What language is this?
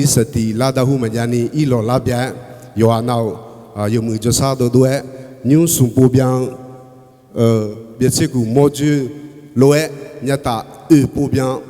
Akha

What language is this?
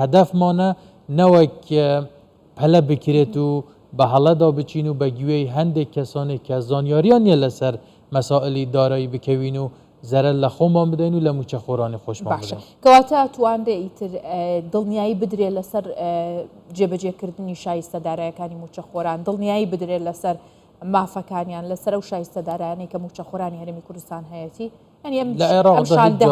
Central Kurdish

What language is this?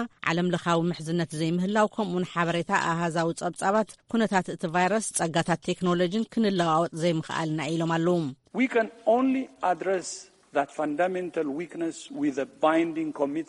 Tigrinya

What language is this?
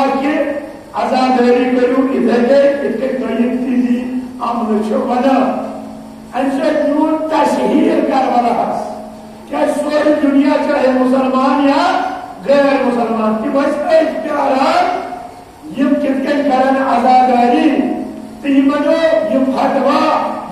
Kashmiri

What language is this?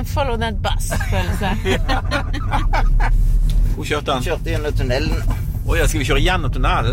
Norwegian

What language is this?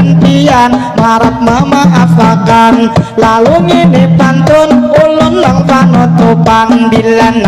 Banjar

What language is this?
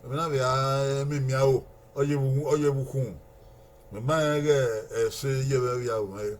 Bini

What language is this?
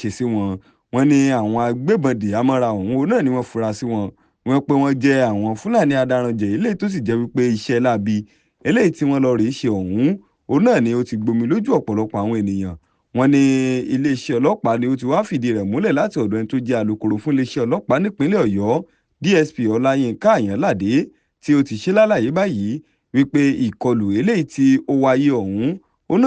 Yoruba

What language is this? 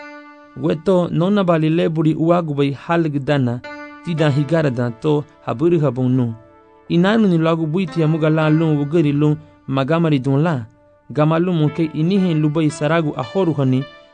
Garifuna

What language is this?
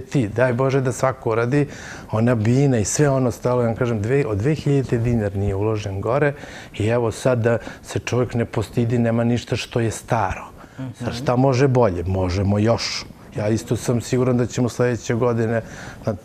Serbian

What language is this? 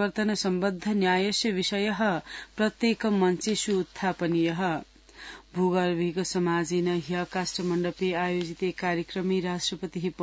Sanskrit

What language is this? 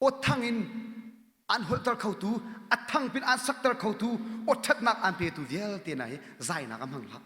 Hakha Chin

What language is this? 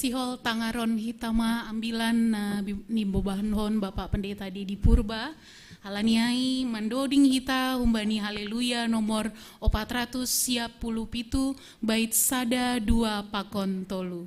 Batak Simalungun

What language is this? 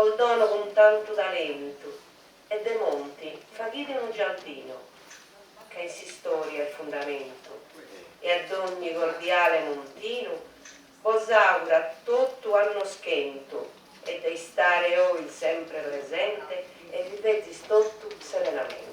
Sardinian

